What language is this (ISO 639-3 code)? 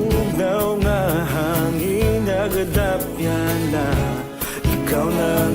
hil